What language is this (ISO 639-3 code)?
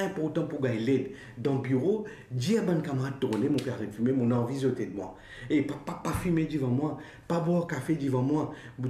mfe